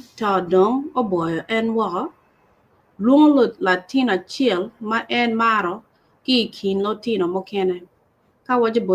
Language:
Acoli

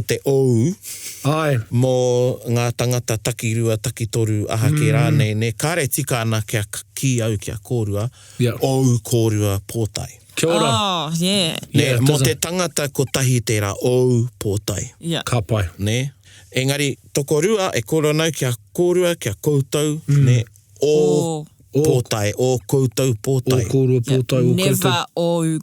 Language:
Māori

